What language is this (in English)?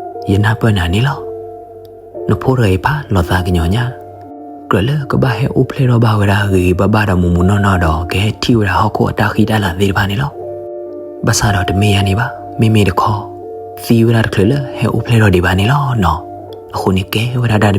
S'gaw Karen